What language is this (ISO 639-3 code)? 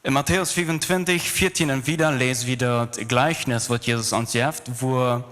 pdt